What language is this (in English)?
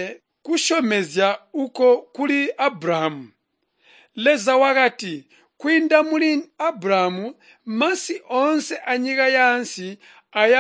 Tonga (Zambia)